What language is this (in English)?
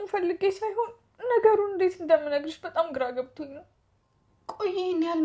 Amharic